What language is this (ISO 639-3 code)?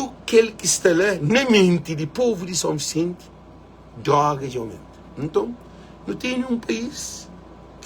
kea